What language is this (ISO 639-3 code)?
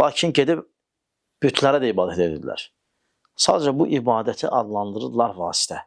aze